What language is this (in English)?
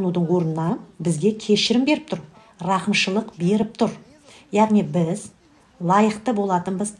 Kazakh